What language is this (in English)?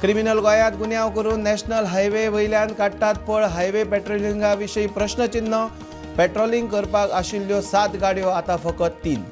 Konkani